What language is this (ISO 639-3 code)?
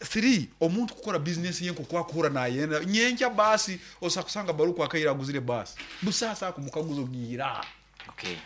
nyn